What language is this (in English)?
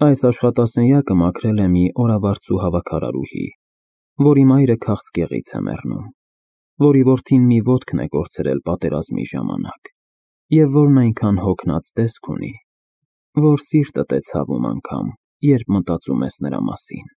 Armenian